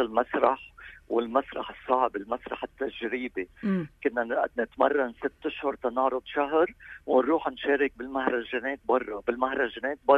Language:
North Levantine Arabic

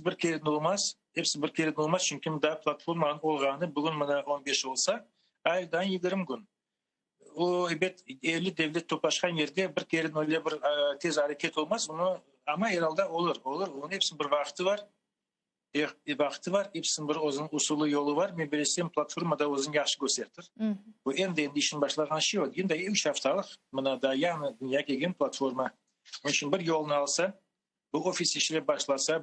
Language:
Crimean Tatar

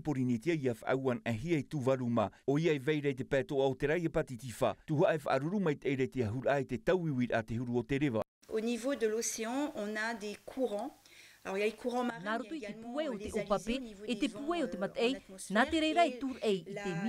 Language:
Tahitian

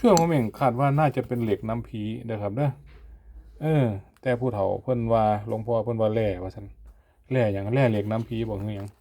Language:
Northeastern Thai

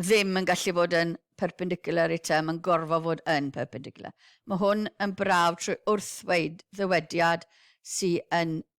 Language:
Welsh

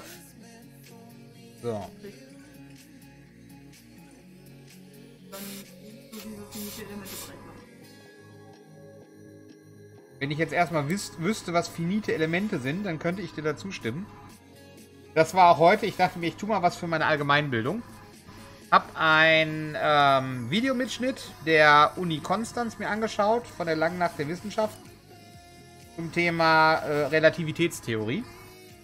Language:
German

